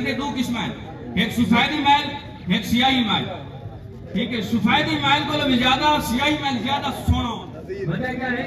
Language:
Saraiki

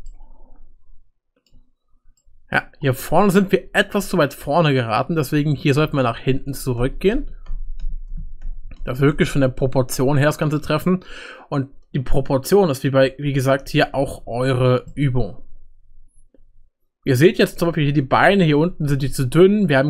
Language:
German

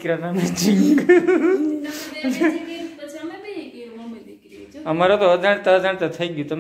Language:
Gujarati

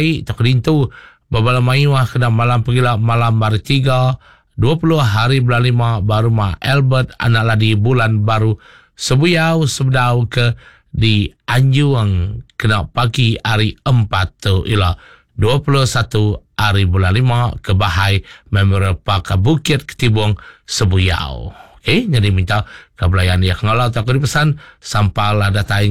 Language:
Iban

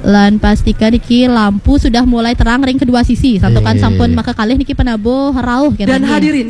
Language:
Balinese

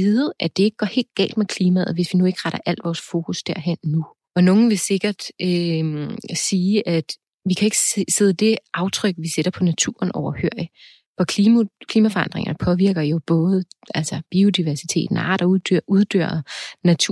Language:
Danish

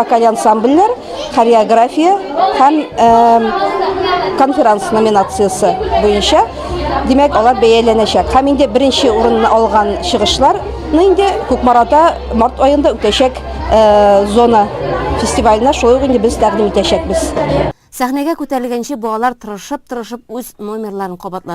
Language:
Tatar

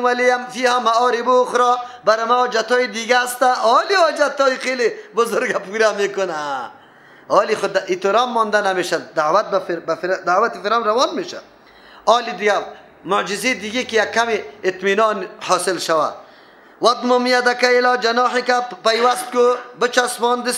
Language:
Persian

